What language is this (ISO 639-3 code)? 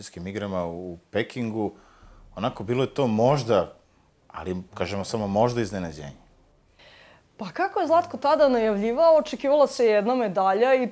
srp